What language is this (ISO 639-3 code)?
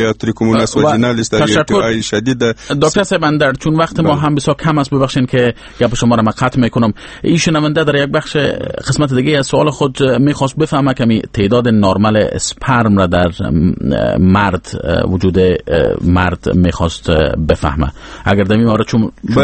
fas